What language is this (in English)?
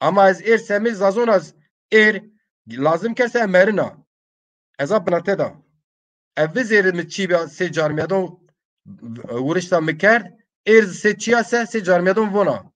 Zaza